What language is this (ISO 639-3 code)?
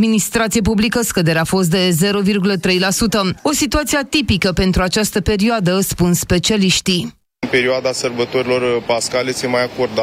ron